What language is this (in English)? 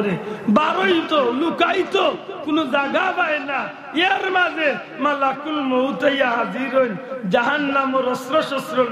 Sylheti